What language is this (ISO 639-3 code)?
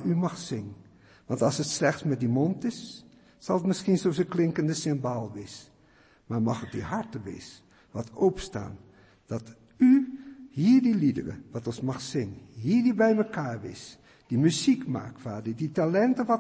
afr